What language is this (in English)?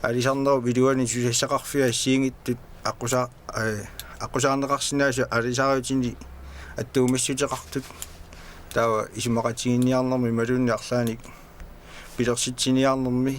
Kalaallisut